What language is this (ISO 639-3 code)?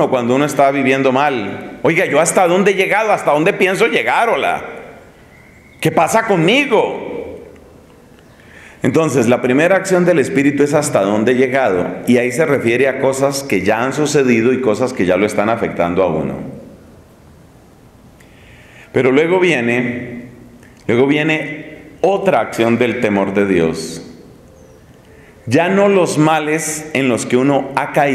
spa